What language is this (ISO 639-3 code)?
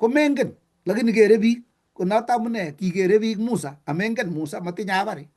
kln